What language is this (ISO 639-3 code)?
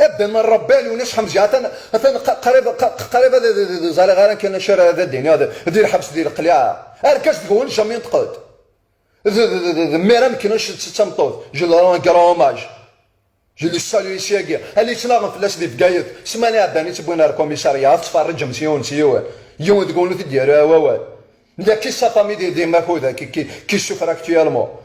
kab